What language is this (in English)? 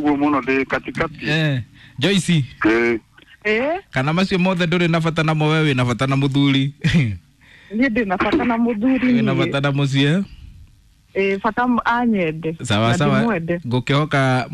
Kikuyu